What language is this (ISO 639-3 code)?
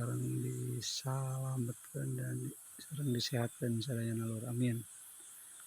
sun